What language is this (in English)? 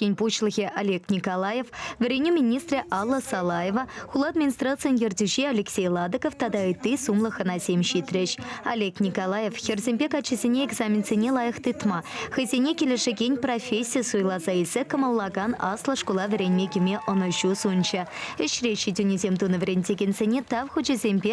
Chuvash